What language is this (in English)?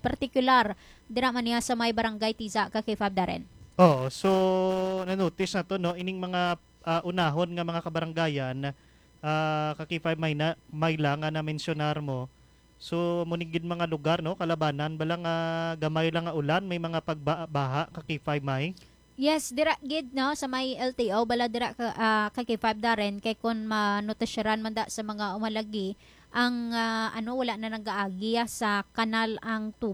Hiligaynon